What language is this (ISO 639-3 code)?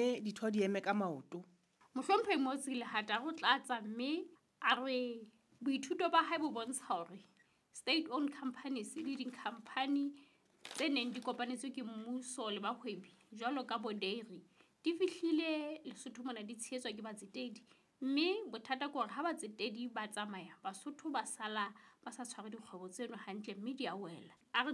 sot